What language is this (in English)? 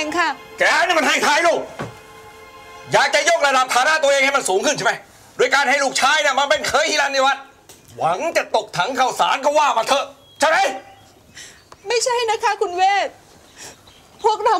Thai